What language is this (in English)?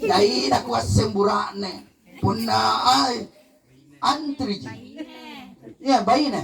Makasar